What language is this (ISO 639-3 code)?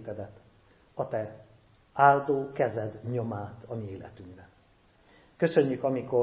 hun